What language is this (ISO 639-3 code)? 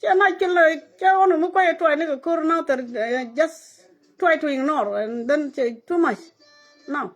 nus